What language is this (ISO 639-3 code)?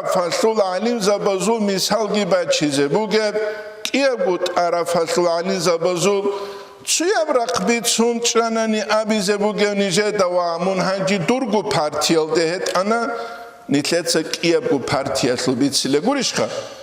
ava